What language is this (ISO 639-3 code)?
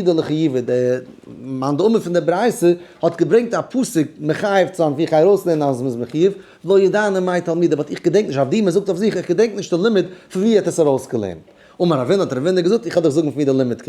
yid